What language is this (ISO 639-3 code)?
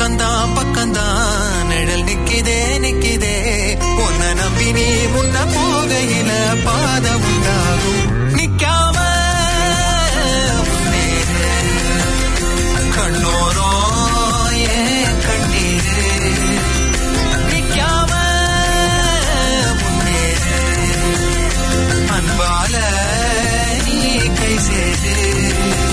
tam